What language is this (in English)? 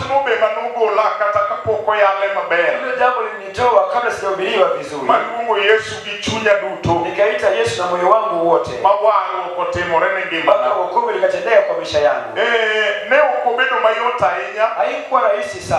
Luo (Kenya and Tanzania)